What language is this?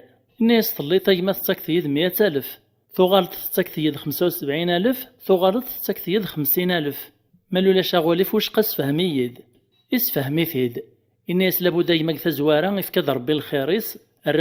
Kabyle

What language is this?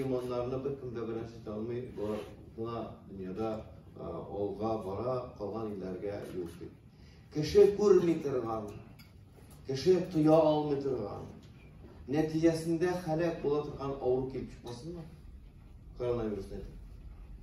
Tatar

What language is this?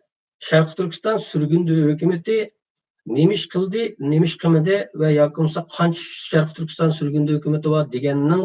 Uyghur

